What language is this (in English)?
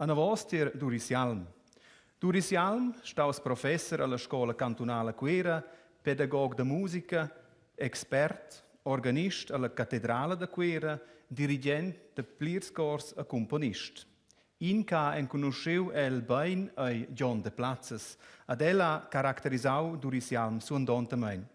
Romansh